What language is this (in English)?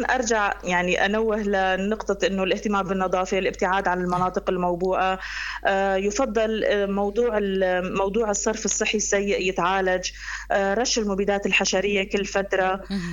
North Levantine Arabic